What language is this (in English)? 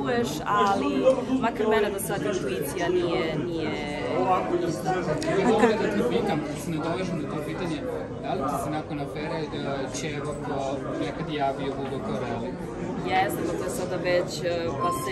Serbian